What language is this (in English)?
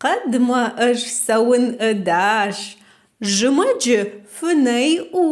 Ossetic